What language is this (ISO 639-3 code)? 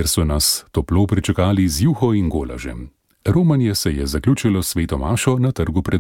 slv